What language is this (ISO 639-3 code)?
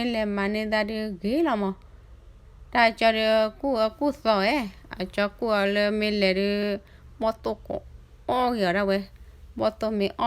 ksw